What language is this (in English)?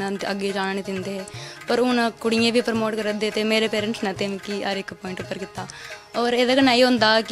Dogri